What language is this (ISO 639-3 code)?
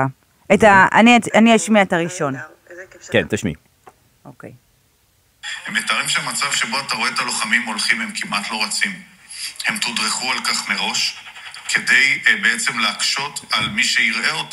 heb